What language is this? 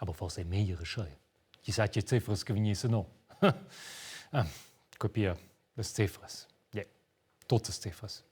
Romansh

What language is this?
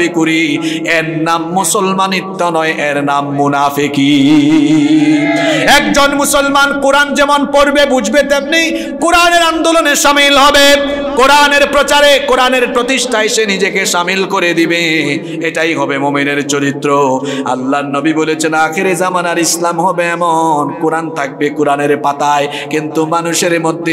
Bangla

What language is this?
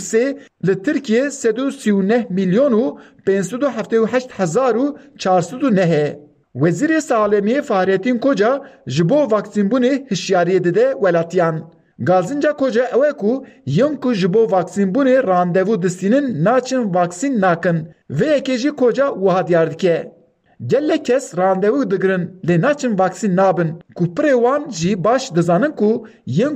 Kurdish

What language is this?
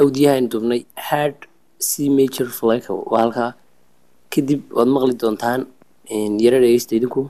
Somali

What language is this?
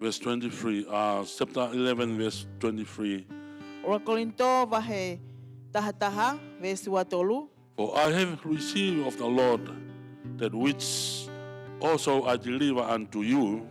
Tongan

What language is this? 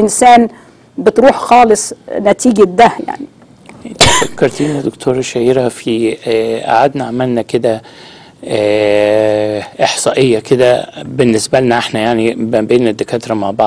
Egyptian Arabic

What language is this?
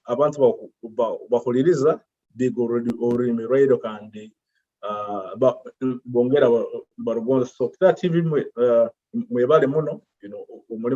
Nyoro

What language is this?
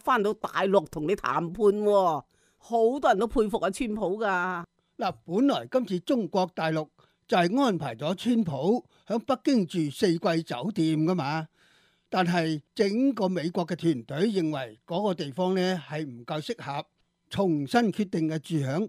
Cantonese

